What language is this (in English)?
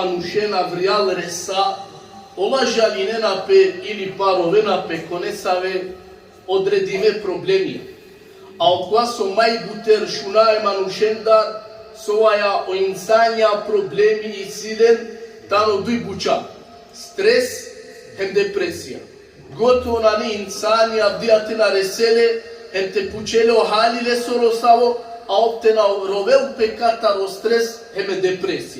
Balkan Romani